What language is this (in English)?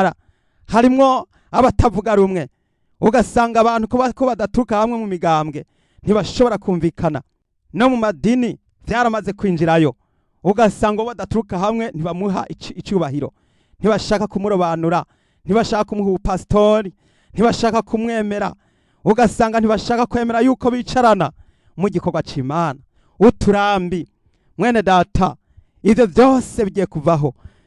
Rundi